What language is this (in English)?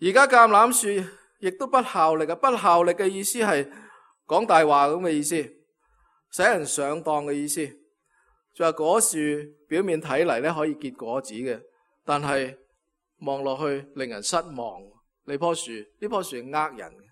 Cantonese